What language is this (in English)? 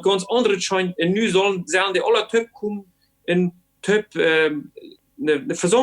Plautdietsch